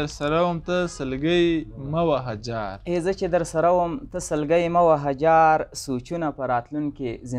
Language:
Pashto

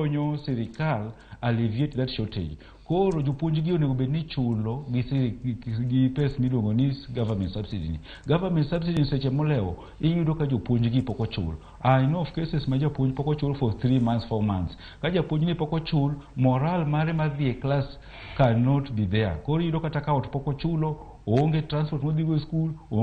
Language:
Luo (Kenya and Tanzania)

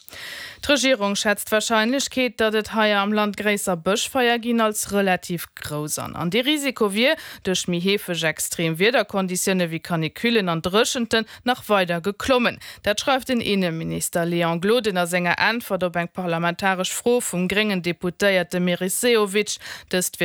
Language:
Luxembourgish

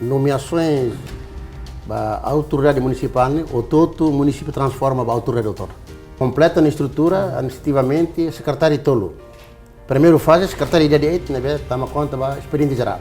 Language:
Tetum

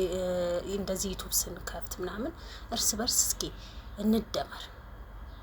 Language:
Amharic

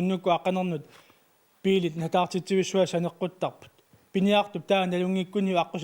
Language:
Kalaallisut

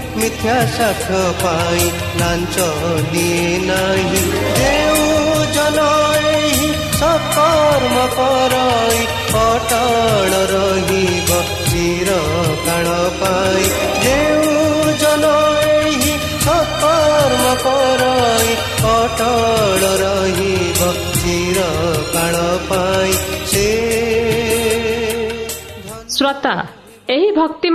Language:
Odia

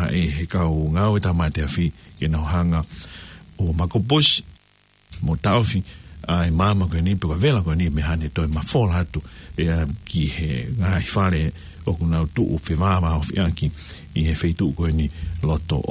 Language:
Tongan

